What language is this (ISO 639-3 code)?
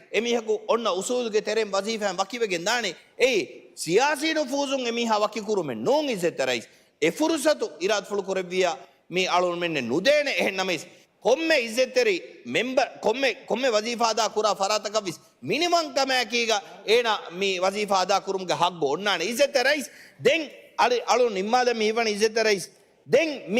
div